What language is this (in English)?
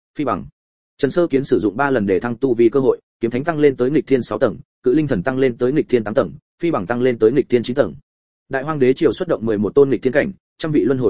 Vietnamese